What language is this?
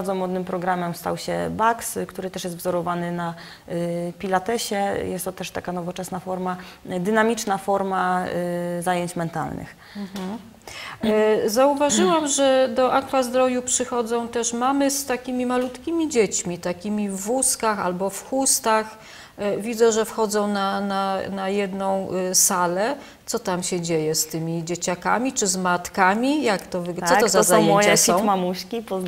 Polish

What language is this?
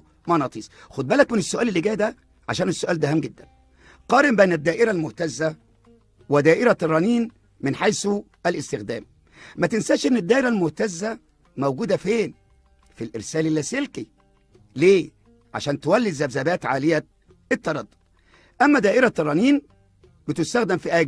Egyptian Arabic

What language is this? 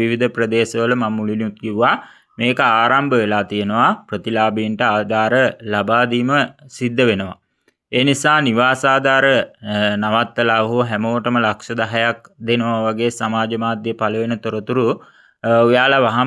Sinhala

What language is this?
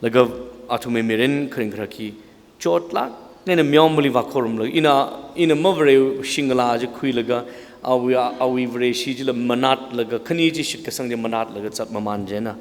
Tangkhul Naga (India)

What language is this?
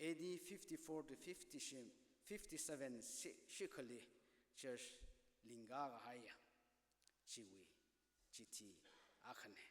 Tangkhul Naga (India)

